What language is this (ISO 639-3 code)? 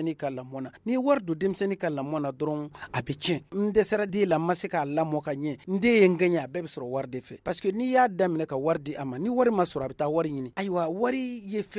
bam